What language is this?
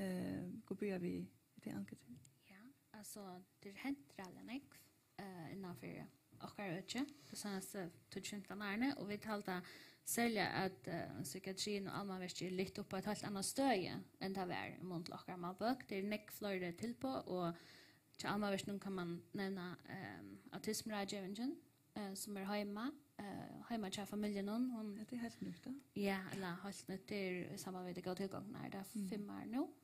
Faroese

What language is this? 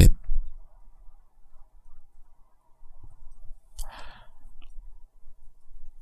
Indonesian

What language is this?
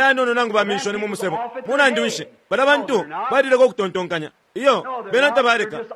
Bemba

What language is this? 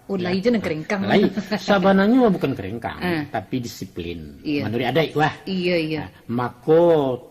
Minangkabau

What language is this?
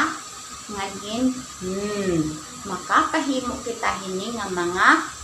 Waray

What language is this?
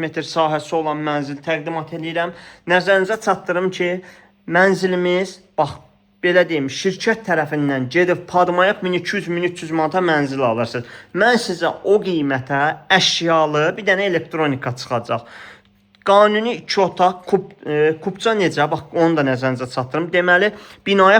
Azerbaijani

